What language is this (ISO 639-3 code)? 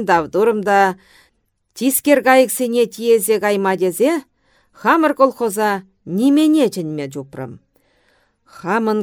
chv